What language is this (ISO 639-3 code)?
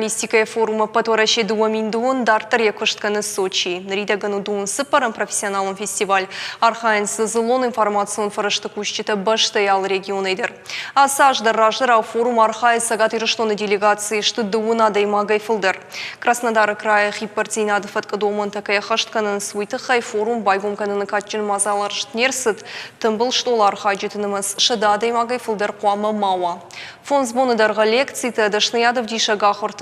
oss